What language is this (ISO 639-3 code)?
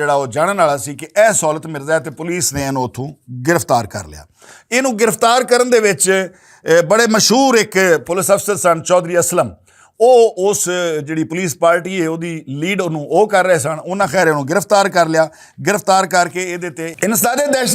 lah